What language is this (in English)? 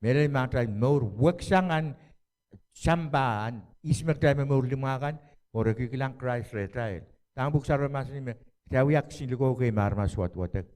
Pohnpeian